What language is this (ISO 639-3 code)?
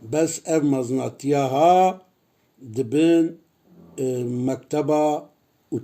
kur